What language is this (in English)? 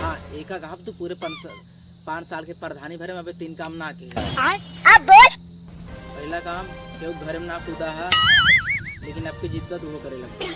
Awadhi